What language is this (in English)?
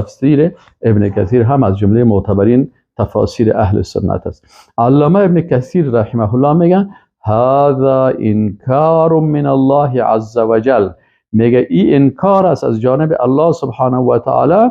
Persian